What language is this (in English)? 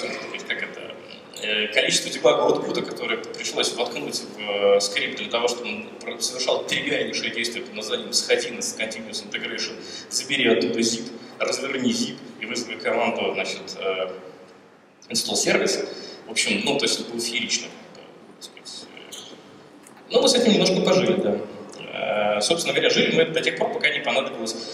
Russian